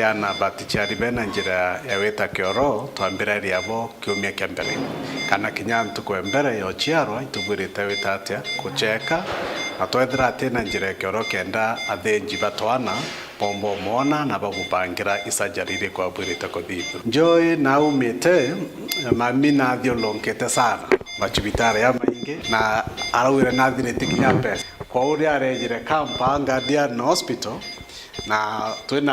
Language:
Meru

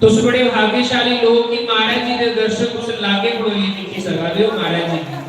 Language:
Dogri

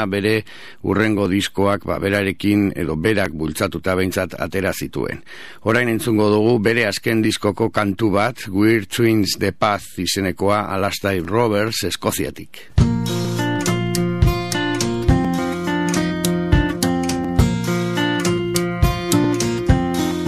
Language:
Basque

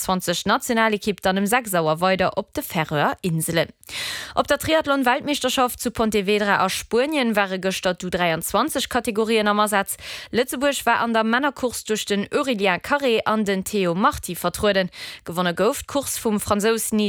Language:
Luxembourgish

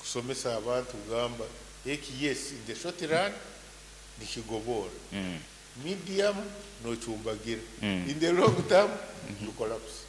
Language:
Nyankole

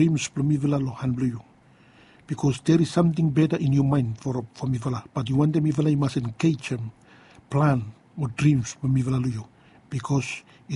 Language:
Bislama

